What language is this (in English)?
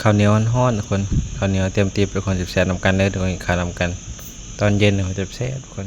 Northeastern Thai